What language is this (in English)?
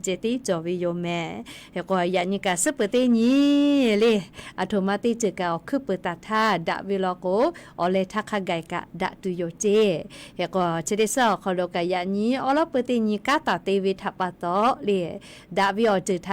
Lahu